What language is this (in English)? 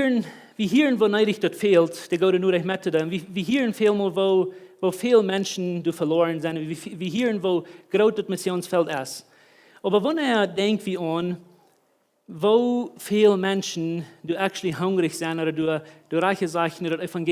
Plautdietsch